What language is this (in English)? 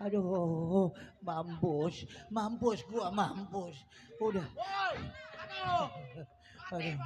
Betawi